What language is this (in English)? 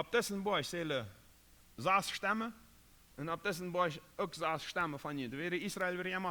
Plautdietsch